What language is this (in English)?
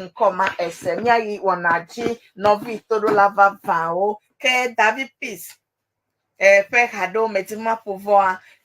Ewe